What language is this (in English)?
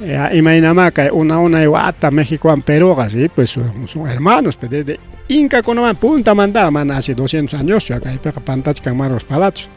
Ayacucho Quechua